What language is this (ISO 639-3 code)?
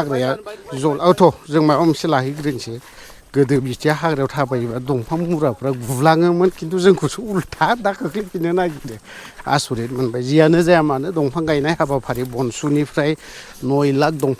brx